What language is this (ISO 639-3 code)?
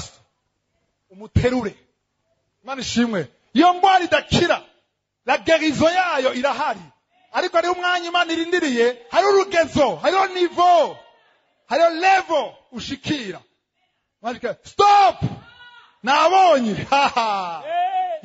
run